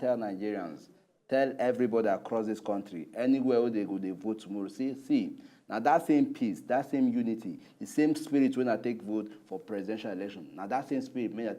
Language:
Nigerian Pidgin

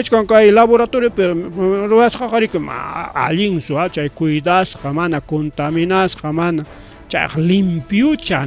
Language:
Ayacucho Quechua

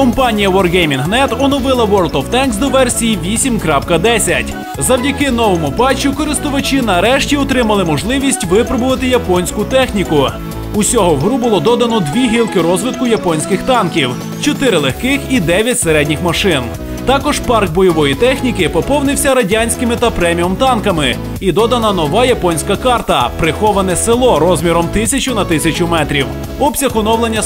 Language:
Ukrainian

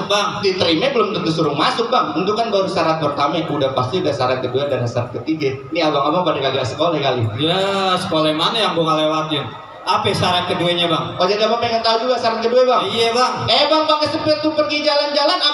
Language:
Betawi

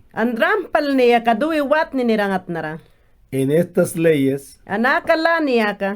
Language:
Mayangna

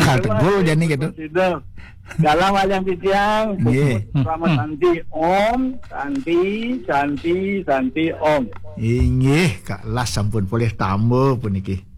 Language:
Balinese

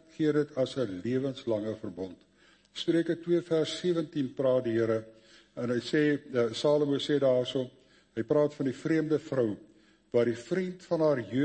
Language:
Afrikaans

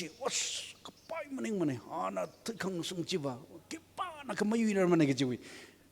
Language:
Tangkhul Naga (India)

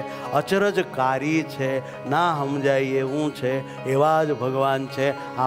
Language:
Gujarati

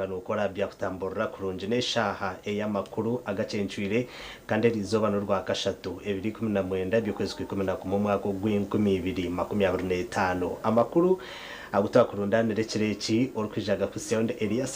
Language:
Nyankole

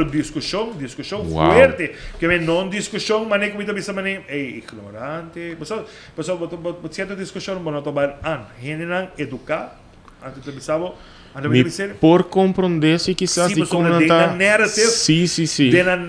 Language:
Papiamento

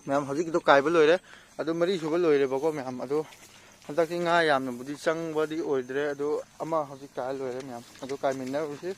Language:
Manipuri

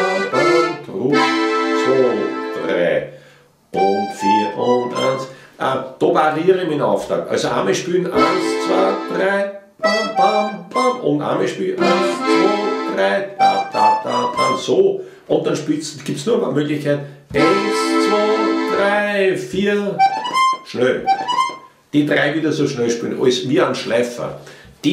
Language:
Bavarian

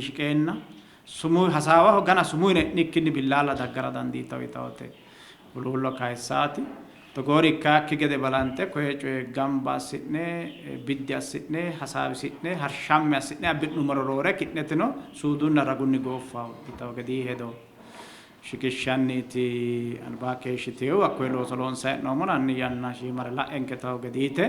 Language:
Sidamo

